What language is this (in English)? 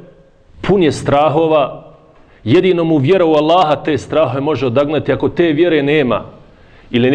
Bosnian